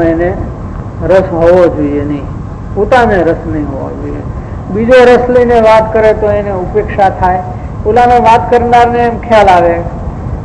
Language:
Gujarati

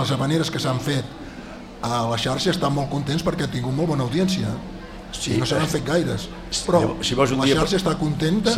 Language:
Catalan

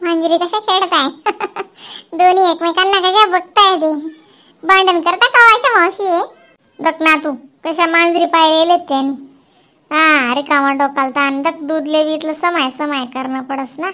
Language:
Khandesi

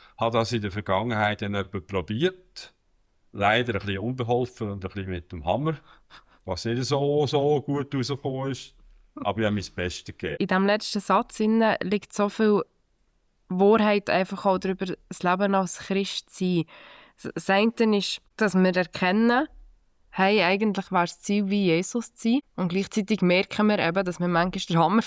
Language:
Swiss German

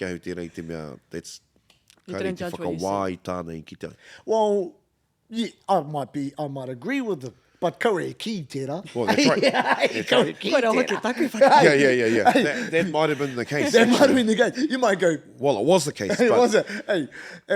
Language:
Māori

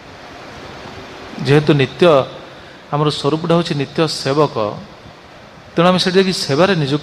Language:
Odia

